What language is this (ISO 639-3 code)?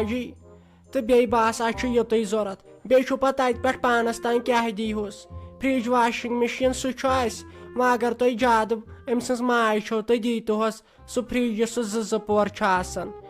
kas